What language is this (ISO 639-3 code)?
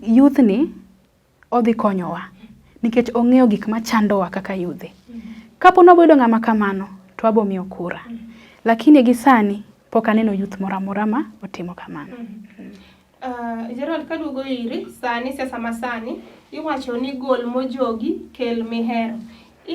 luo